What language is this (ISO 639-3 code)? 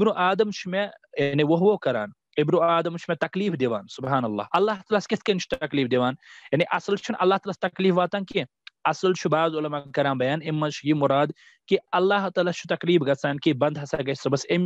kas